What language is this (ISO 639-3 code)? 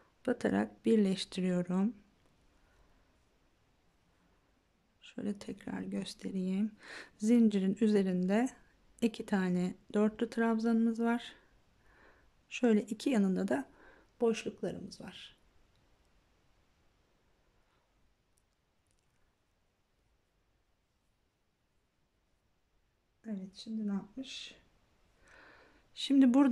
tur